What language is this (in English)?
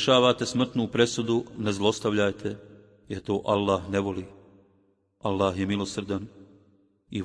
Bosnian